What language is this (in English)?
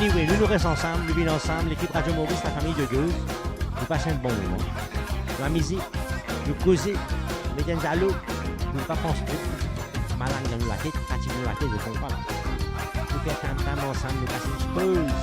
Morisyen